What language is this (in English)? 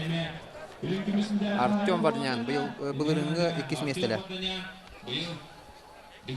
Yakut